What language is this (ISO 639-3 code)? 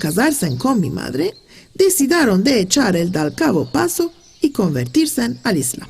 lad